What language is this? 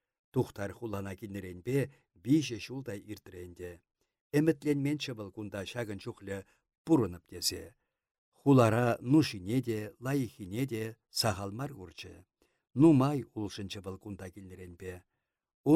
Chuvash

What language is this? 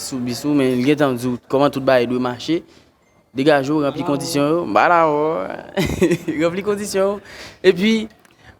Haitian Creole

